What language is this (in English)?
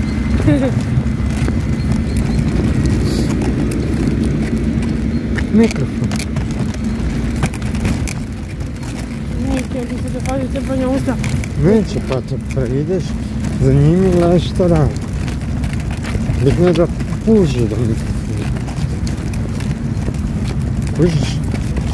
Croatian